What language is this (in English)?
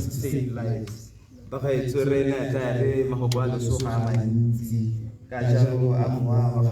Tswana